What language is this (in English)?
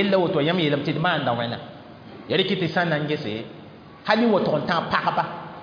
Mossi